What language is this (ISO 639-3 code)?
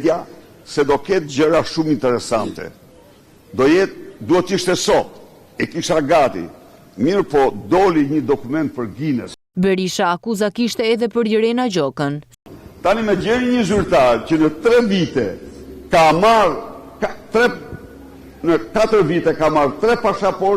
sqi